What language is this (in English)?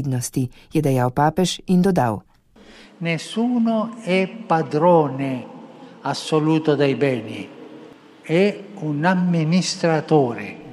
Slovenian